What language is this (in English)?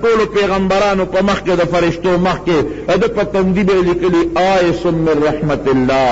Pashto